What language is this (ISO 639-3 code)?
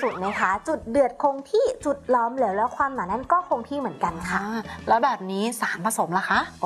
tha